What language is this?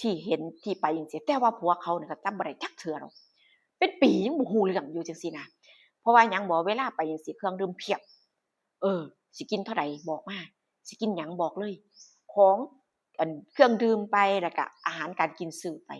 Northeastern Thai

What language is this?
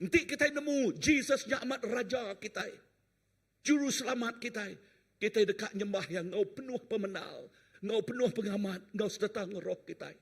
Iban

